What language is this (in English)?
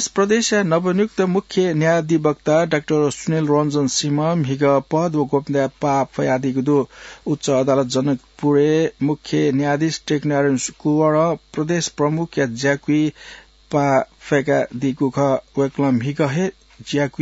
Newari